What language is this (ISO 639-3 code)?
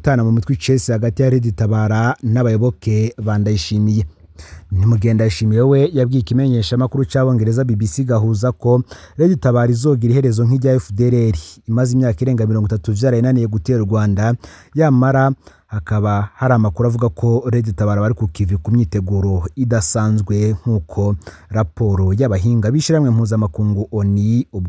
run